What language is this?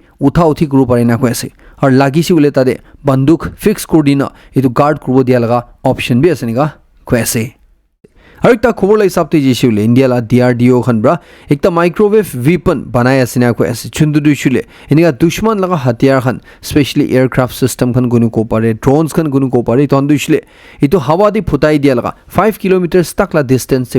Naga Pidgin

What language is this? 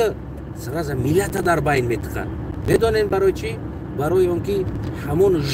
Tajik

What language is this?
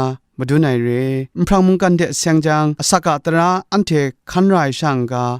Kachin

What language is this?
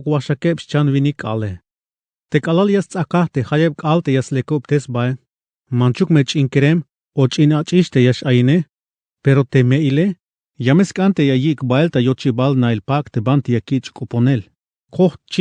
Tzeltal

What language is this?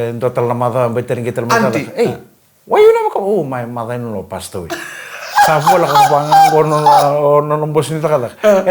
Fijian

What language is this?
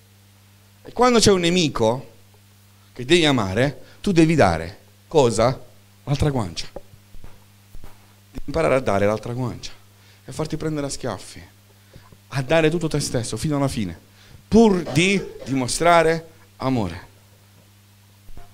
Italian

